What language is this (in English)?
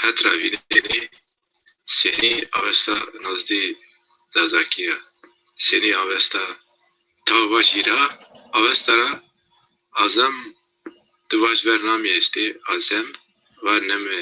Zaza